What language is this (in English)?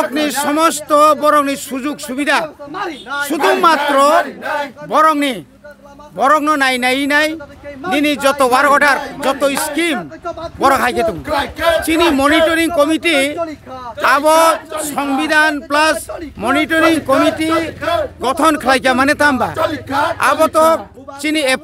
Kok Borok